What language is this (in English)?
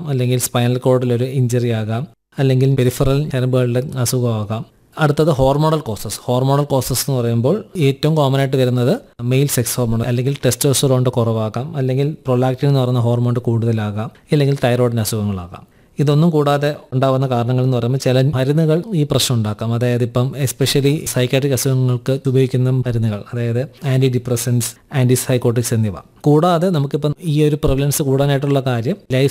Malayalam